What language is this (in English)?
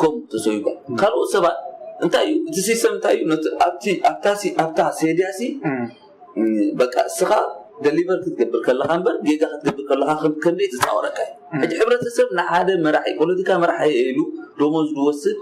Tigrinya